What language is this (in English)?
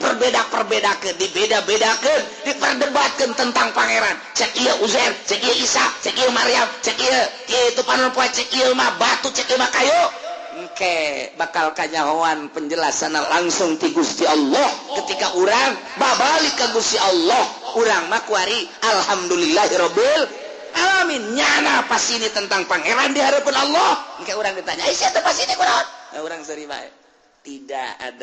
Sundanese